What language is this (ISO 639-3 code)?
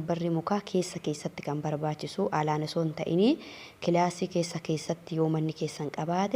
orm